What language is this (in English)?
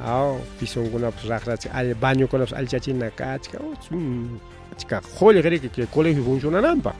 Ayacucho Quechua